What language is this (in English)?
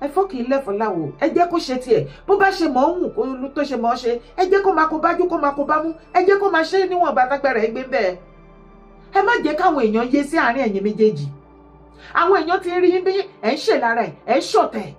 Yoruba